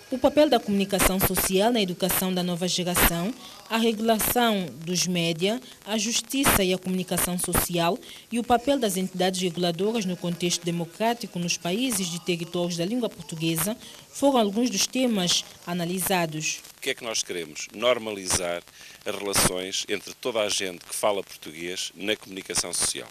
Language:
Portuguese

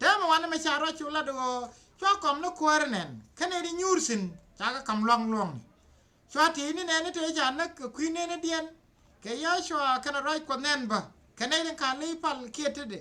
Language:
Nuer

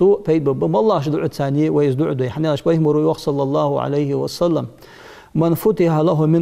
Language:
Ingush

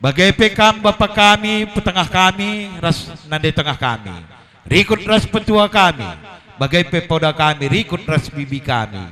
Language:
Batak Karo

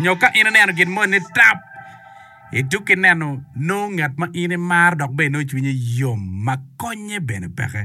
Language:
Acoli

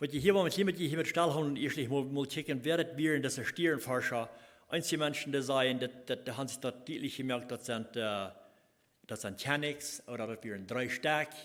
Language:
Plautdietsch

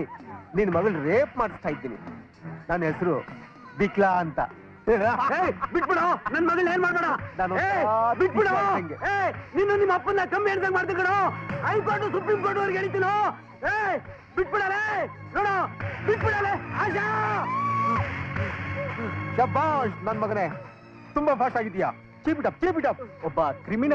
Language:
Kannada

